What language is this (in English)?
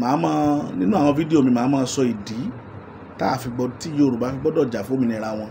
Yoruba